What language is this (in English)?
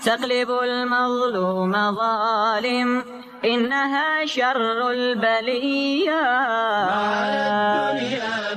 Somali